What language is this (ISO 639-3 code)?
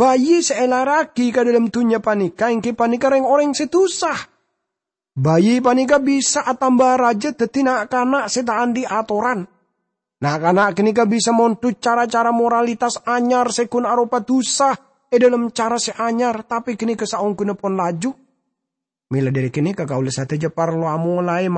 mad